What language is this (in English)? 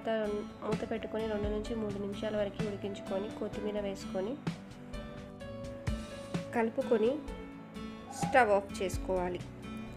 Telugu